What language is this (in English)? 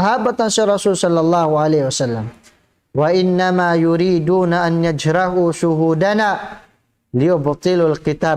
Tausug